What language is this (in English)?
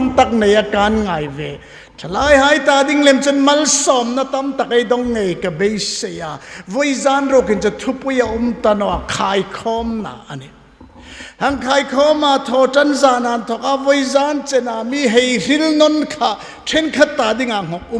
Hmar